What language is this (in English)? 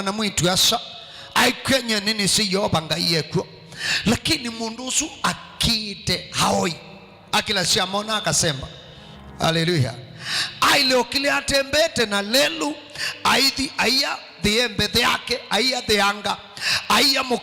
Kamba